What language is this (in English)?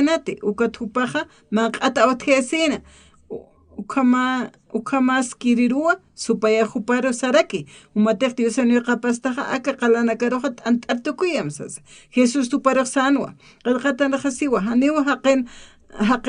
Aymara